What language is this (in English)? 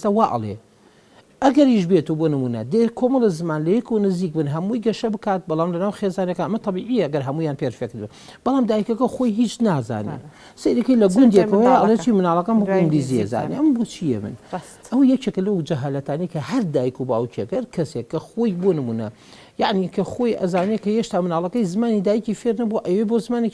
Central Kurdish